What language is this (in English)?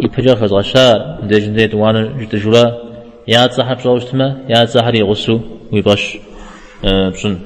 Kabardian